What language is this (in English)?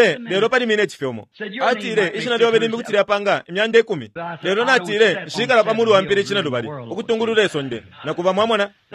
Bemba